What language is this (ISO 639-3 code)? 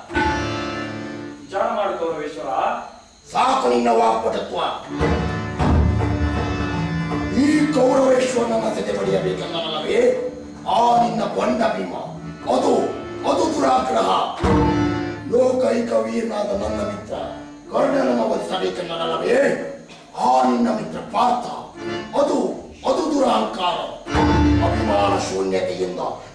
kan